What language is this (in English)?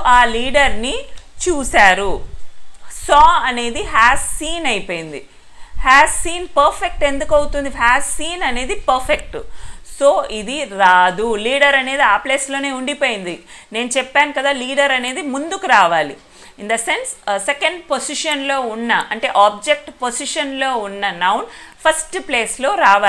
Telugu